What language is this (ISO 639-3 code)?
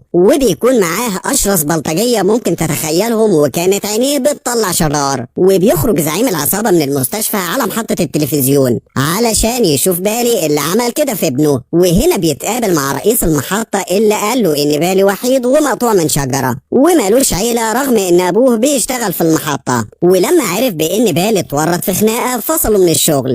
arz